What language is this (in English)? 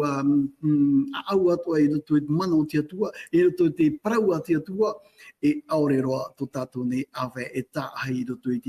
Tahitian